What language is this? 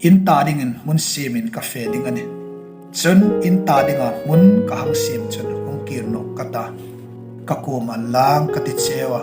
Hmar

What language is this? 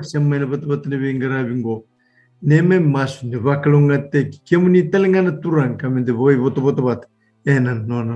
Fijian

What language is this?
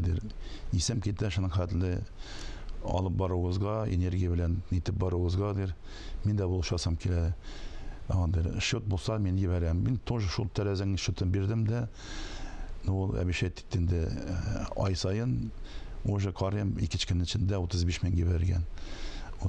Tatar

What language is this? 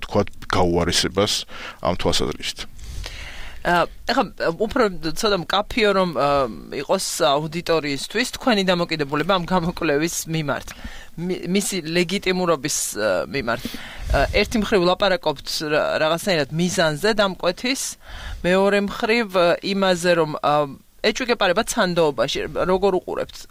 Georgian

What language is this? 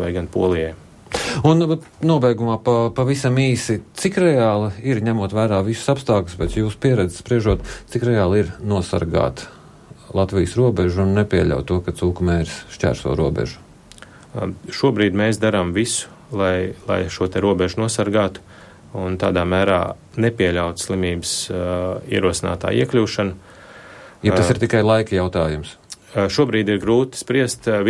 Latvian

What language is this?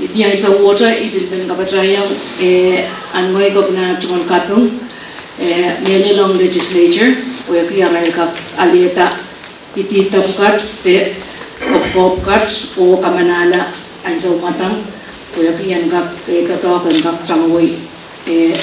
Pohnpeian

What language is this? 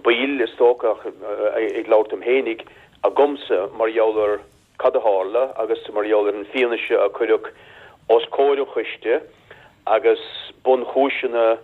Irish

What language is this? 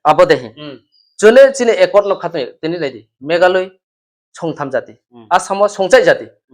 Riang (India)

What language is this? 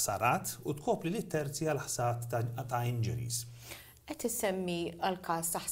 Maltese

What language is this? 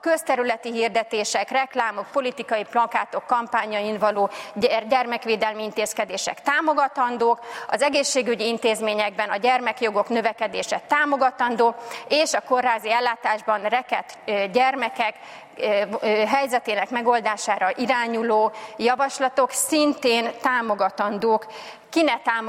Hungarian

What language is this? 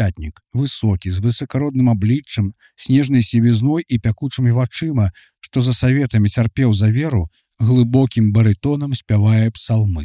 Belarusian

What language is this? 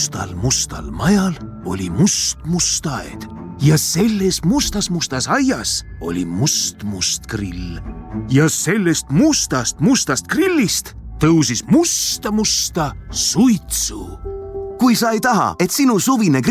Estonian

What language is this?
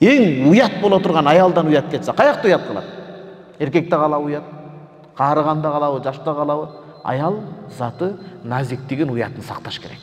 Kyrgyz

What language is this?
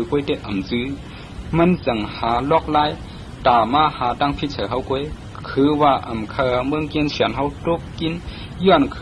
Shan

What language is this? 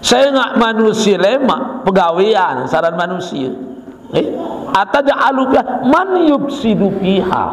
Sasak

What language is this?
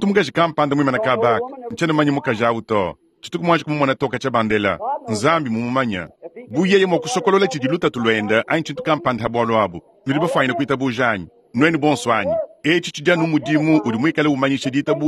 Luba-Lulua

